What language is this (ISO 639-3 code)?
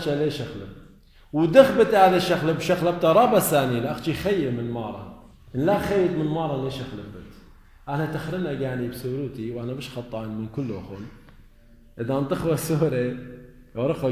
aii